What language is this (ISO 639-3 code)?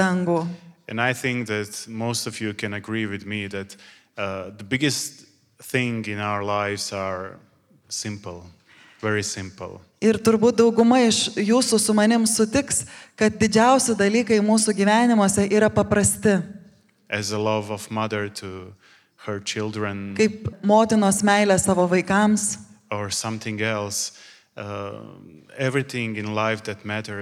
lit